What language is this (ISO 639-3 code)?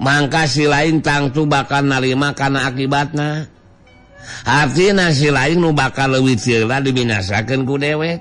sun